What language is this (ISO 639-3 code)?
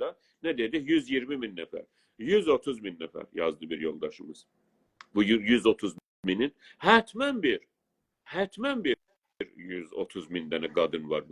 azb